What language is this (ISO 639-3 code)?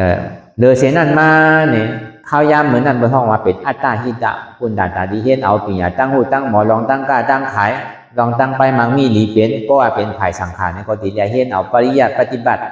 shn